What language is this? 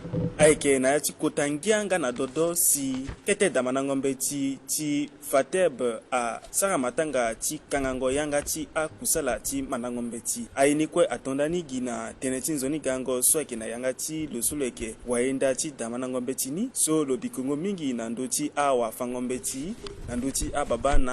Sango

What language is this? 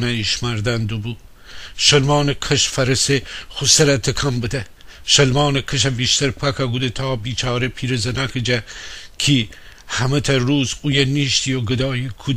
Gilaki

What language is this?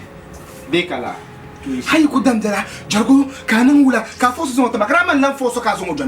Dagbani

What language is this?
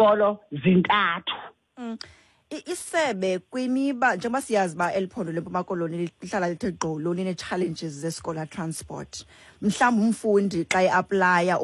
Xhosa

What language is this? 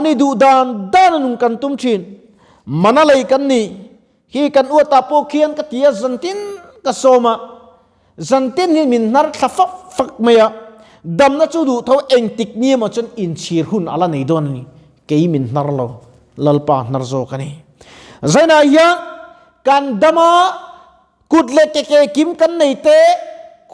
Mizo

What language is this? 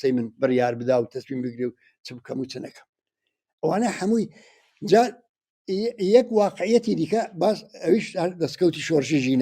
Central Kurdish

